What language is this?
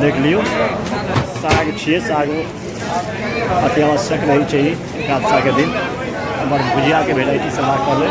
Maithili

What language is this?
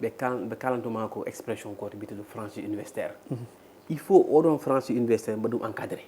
Fula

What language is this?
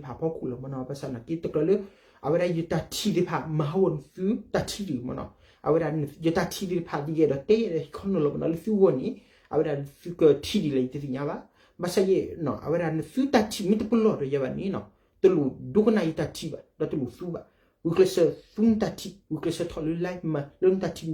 S'gaw Karen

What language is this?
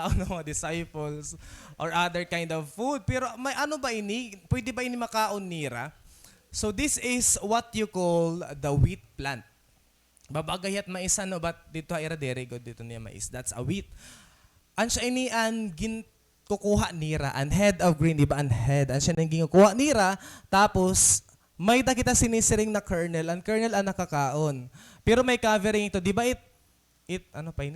Waray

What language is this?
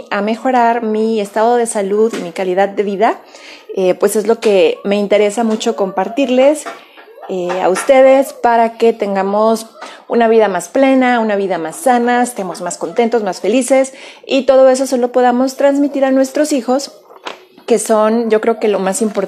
Spanish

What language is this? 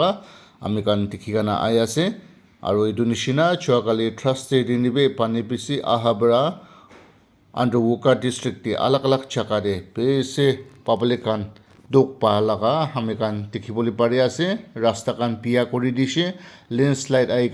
Naga Pidgin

